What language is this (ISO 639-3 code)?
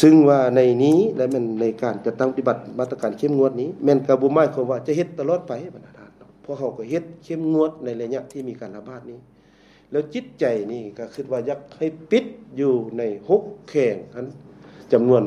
lao